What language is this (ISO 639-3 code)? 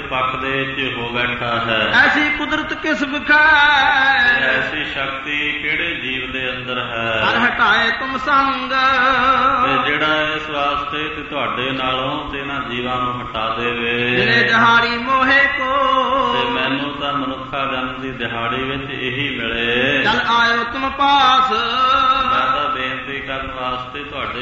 pan